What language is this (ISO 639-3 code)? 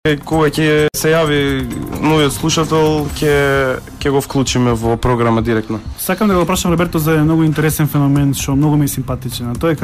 mkd